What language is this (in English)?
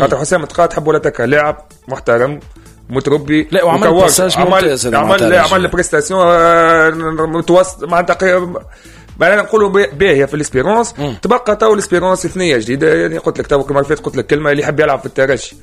Tunisian Arabic